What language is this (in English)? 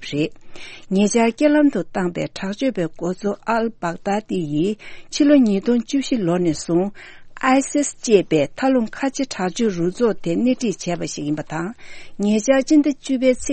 Tibetan